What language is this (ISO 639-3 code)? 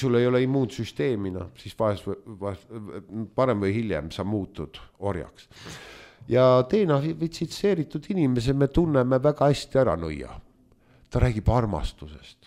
est